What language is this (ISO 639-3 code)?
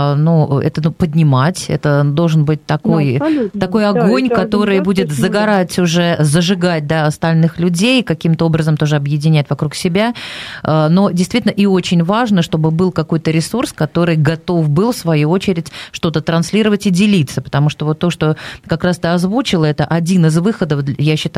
rus